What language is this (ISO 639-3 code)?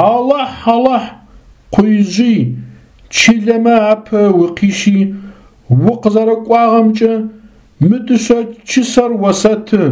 ady